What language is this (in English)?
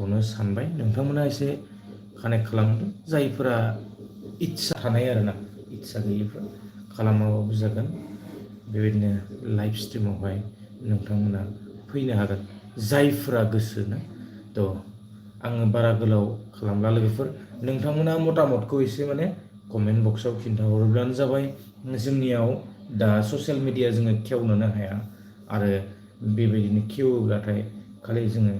Bodo